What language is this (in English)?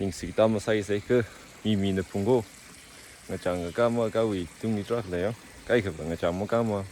Tangkhul Naga (India)